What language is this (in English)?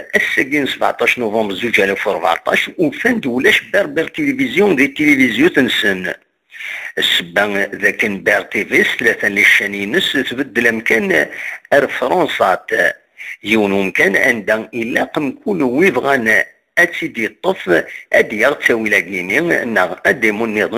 Kabyle